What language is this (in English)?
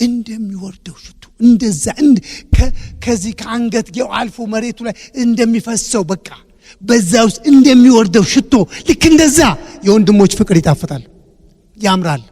Amharic